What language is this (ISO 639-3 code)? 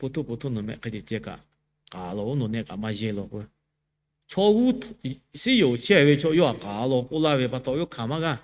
lhu